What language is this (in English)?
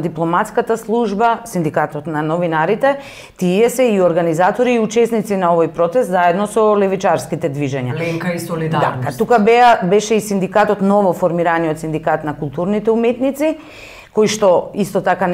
Macedonian